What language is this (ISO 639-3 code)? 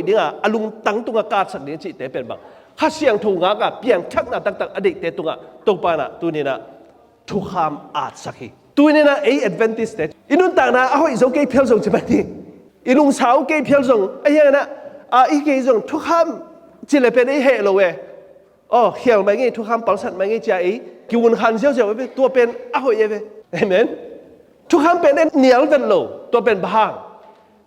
ctd